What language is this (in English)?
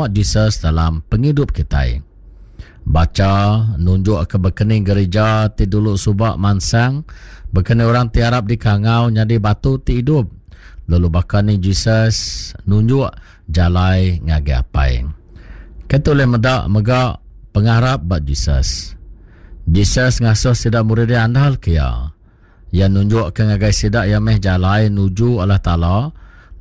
Iban